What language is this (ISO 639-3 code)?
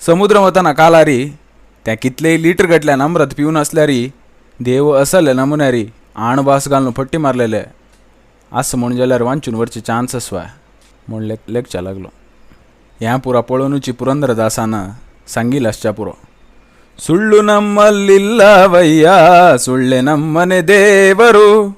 kok